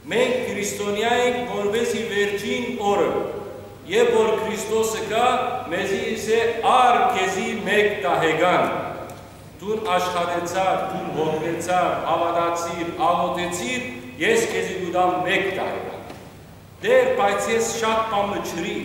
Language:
Western Armenian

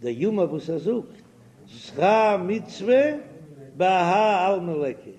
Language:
Yiddish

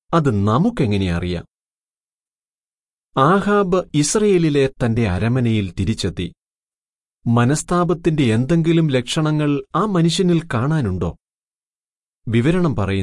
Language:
Malayalam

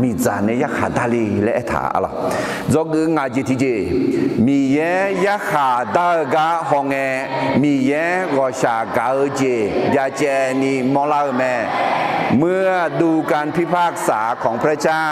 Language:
Akha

